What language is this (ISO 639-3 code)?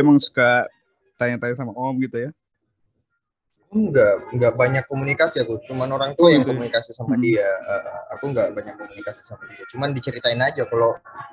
ind